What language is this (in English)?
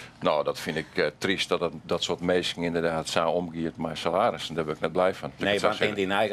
Western Frisian